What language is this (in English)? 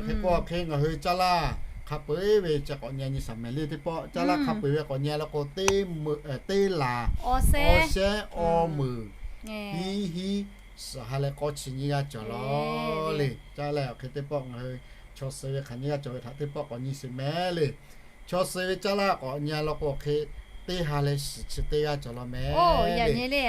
Lahu